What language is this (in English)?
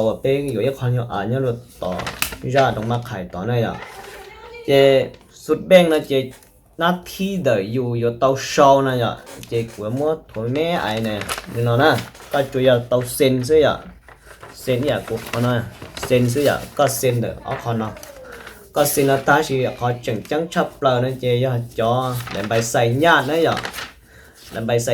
Hmong